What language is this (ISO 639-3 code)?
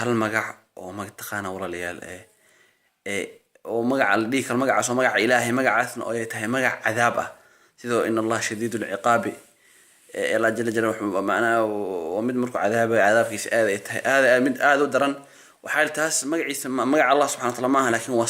som